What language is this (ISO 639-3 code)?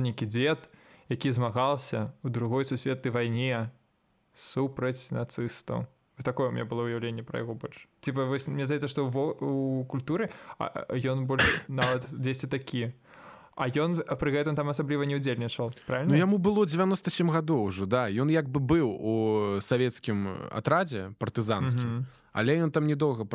bel